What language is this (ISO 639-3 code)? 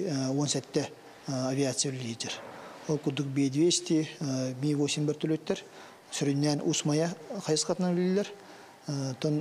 sah